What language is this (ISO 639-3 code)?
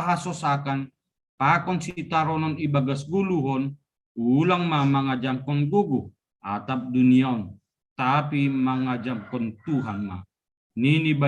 bts